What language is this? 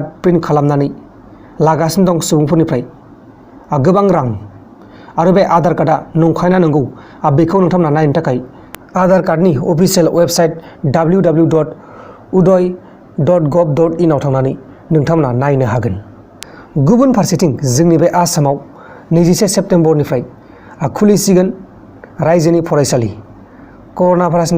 Bodo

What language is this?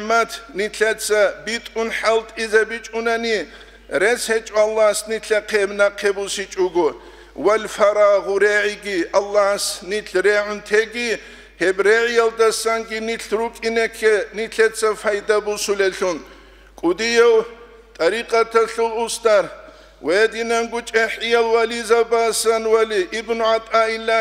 Avaric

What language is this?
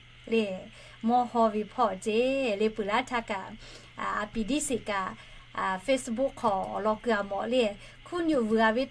Lahu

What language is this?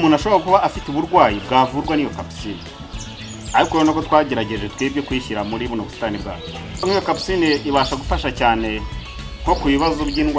Kinyarwanda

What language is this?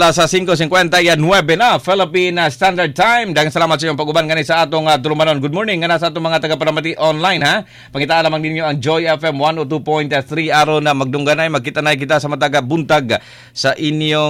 Cebuano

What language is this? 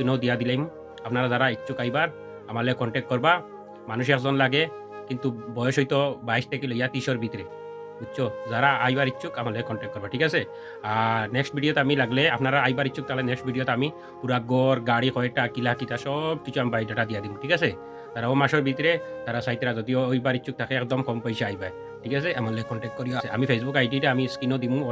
Sylheti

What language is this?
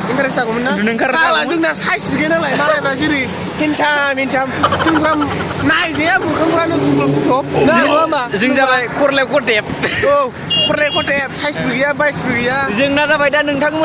Bodo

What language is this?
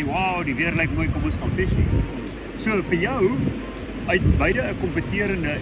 Afrikaans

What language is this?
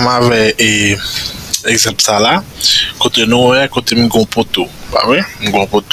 Haitian Creole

